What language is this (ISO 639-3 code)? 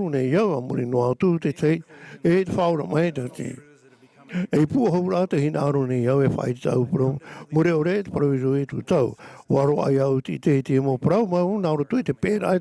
tah